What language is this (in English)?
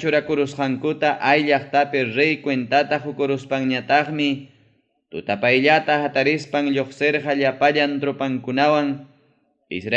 Ayacucho Quechua